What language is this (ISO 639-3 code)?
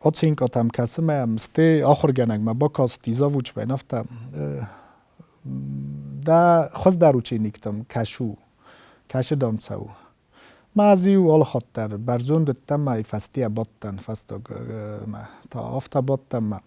oss